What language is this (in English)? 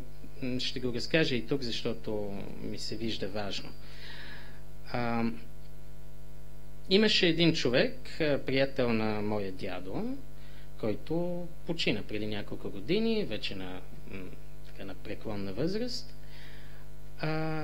Bulgarian